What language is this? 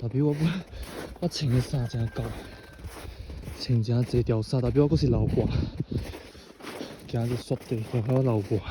Min Nan Chinese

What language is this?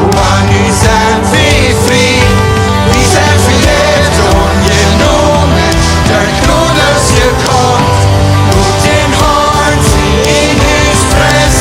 Plautdietsch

